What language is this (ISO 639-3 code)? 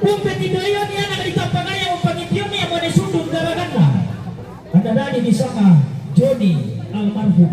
sda